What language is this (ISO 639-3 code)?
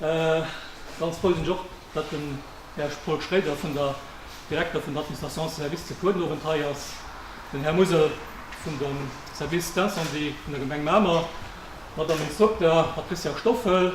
ltz